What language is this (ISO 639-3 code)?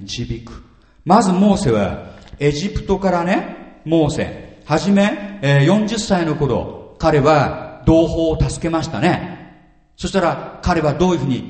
jpn